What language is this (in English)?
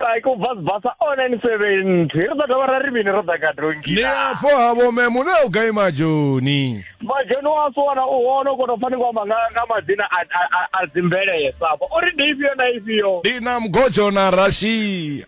Venda